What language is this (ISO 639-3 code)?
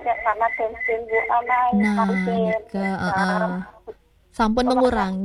ban